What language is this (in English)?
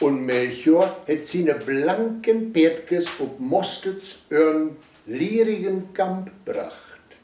Westphalien